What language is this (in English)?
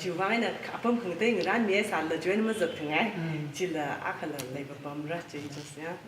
Tangkhul Naga (India)